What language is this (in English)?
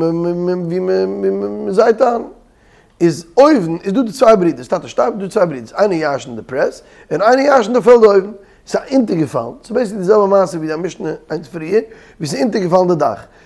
Yiddish